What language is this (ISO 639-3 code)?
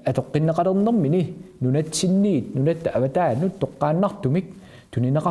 kal